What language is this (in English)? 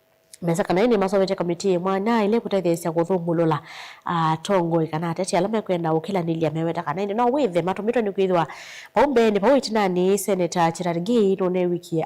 Kamba